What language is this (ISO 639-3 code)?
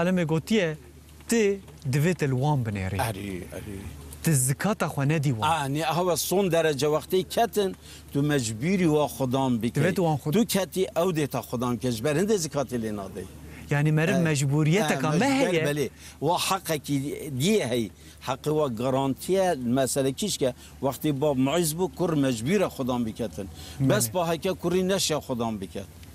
kur